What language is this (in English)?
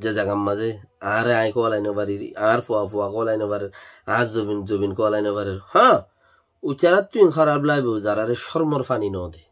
Rohingya